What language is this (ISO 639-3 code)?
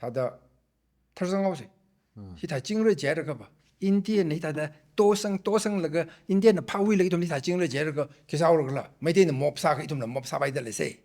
nmf